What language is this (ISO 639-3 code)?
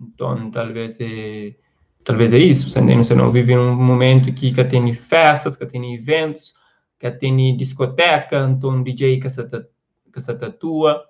kea